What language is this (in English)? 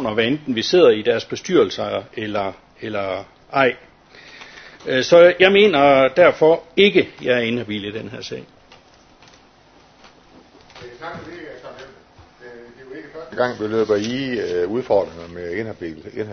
Danish